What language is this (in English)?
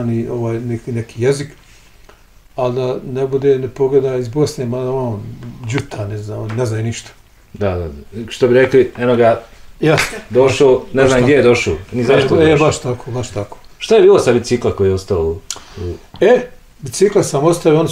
Bosnian